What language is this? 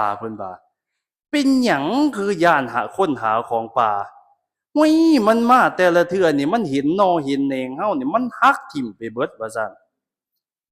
Lao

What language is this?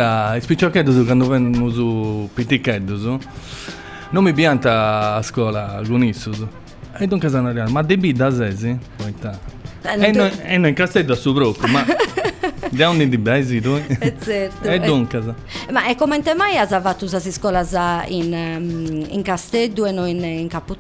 Italian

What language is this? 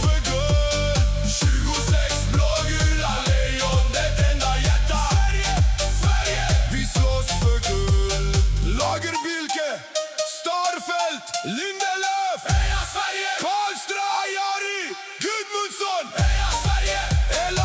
Swedish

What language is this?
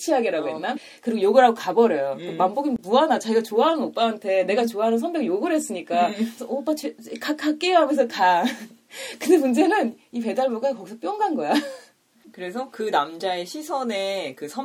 Korean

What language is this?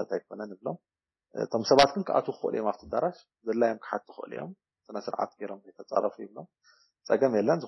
Tigrinya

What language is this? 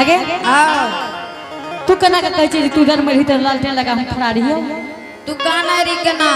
Angika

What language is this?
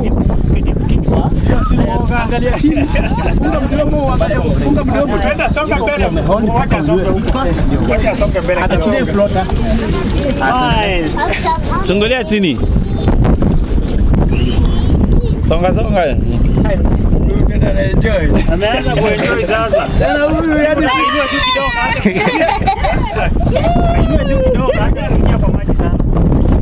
Swahili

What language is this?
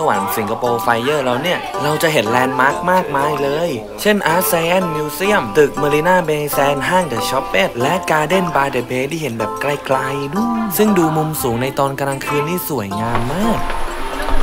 Thai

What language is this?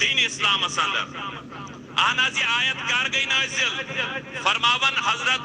Kashmiri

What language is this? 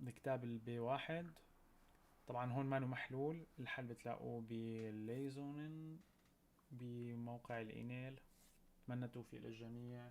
North Levantine Arabic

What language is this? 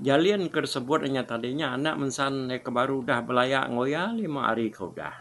Iban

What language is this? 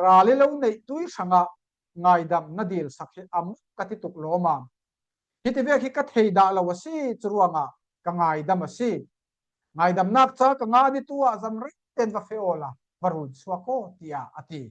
Falam Chin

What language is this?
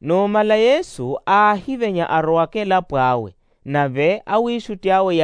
Makhuwa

